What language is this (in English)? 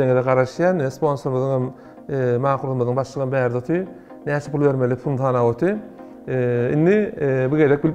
Turkmen